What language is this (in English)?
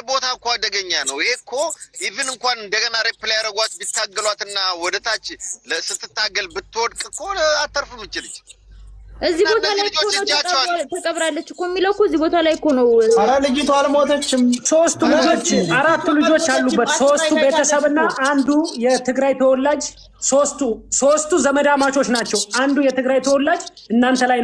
Amharic